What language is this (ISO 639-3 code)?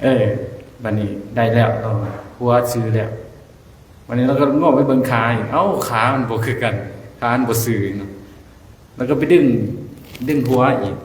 lao